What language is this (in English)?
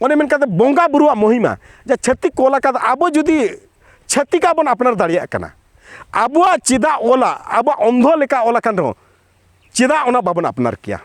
Santali